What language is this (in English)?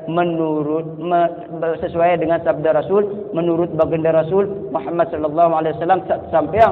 Sasak